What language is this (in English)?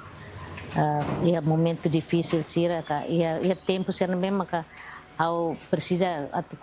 Tetum